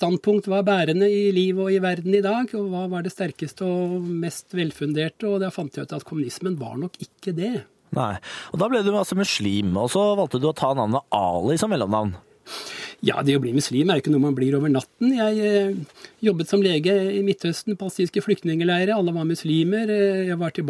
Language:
Norwegian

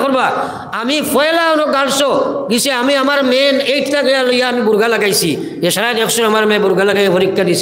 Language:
Sylheti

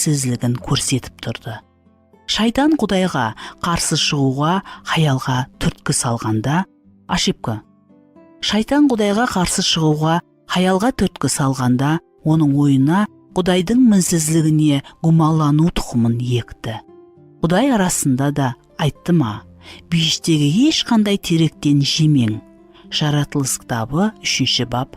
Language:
Kara-Kalpak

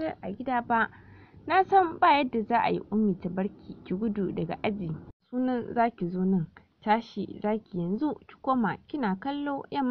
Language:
Hausa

